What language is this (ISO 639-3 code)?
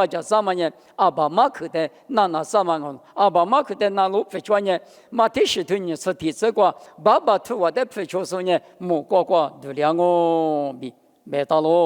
lis